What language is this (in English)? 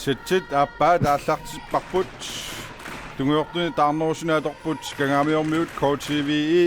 Kalaallisut